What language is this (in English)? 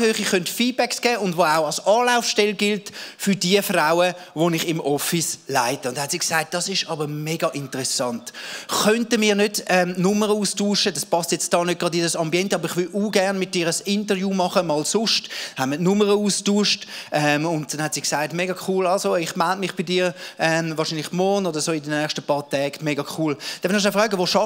Swiss German